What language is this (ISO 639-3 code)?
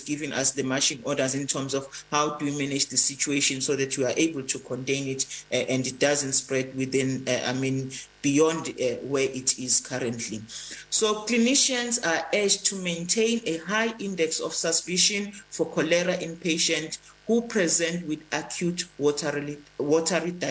eng